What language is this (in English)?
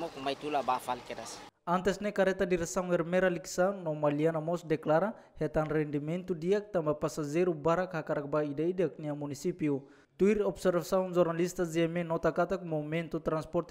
Tetum